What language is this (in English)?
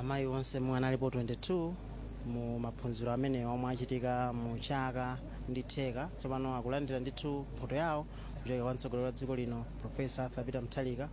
Nyanja